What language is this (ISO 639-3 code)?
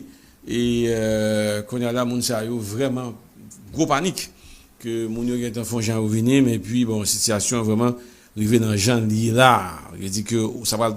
hat